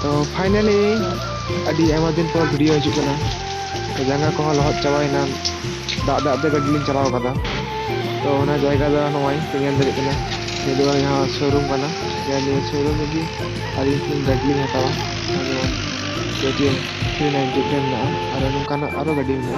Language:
Santali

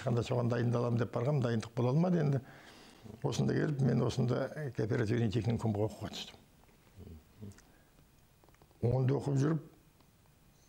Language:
Kazakh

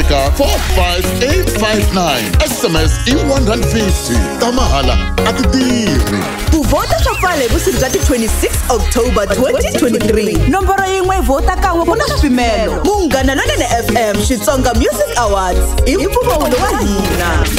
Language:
Tsonga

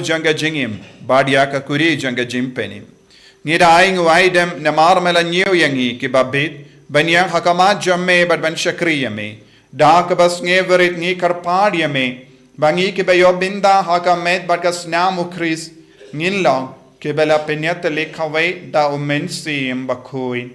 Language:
Khasi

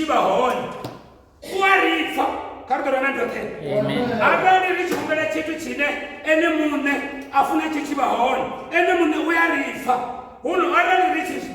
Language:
Venda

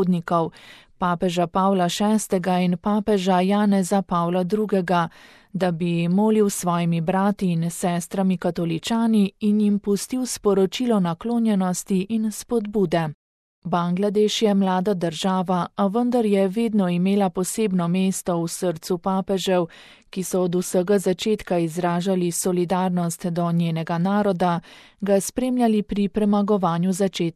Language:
Slovenian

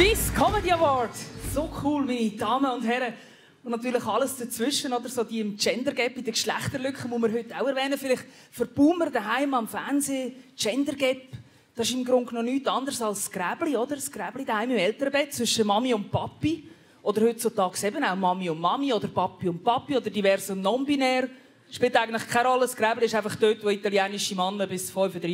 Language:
Swiss German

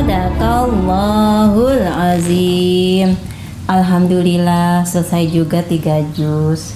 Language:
Betawi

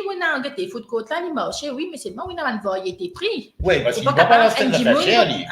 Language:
Morisyen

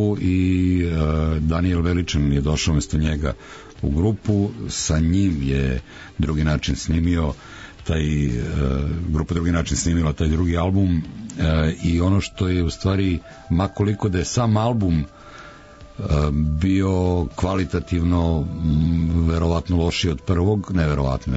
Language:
Serbian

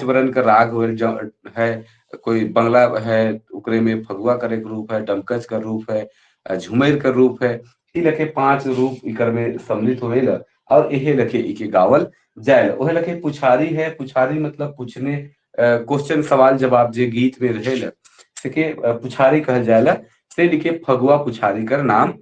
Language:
Sadri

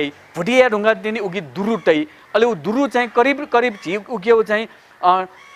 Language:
Newari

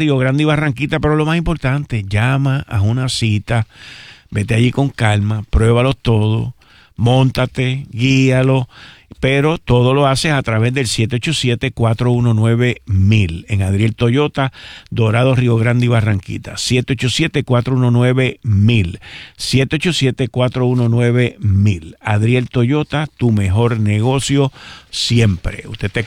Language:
Spanish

